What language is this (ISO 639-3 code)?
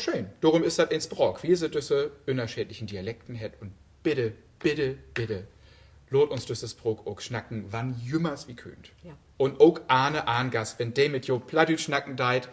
nds